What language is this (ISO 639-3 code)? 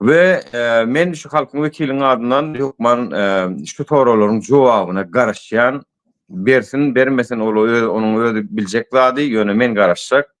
tuk